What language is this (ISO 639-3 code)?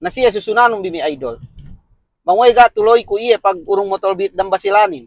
yka